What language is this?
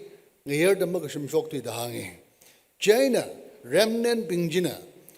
Tangkhul Naga (India)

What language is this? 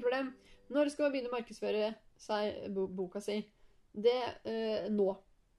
Norwegian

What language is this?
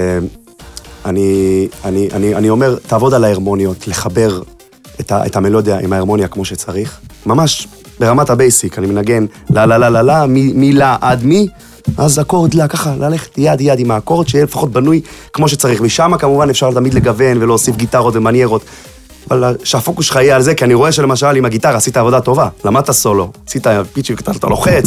Hebrew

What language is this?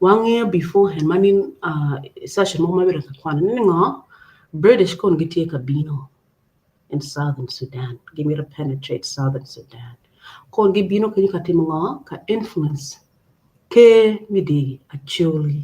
Acoli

